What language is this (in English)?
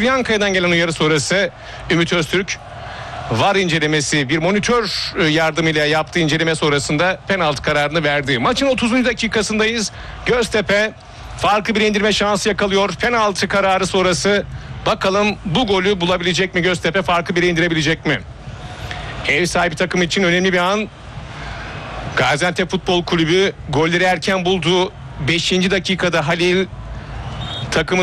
Turkish